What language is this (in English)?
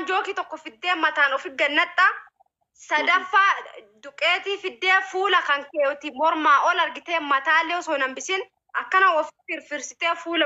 Oromo